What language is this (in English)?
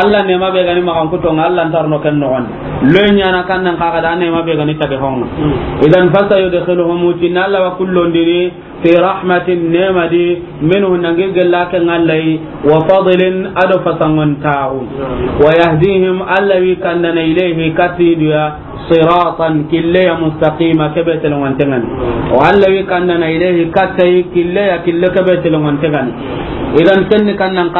Soninke